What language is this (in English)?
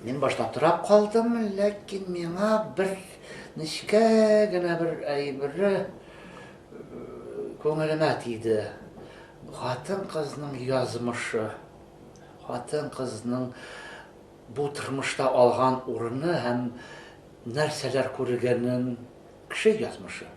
Tatar